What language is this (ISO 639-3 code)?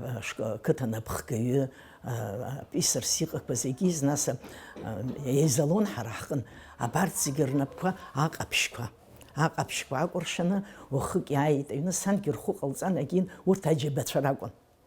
abk